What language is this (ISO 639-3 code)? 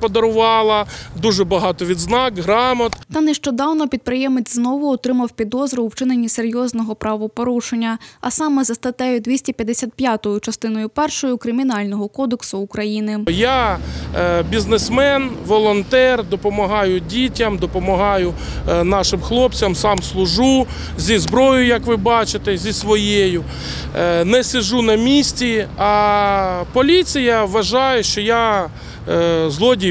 ukr